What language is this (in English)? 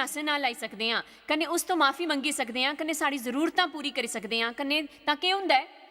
Dogri